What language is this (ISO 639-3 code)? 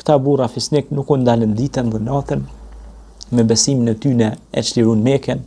sqi